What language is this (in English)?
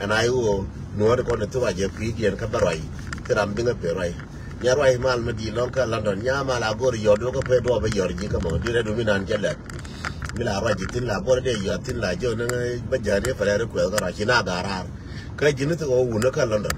Nuer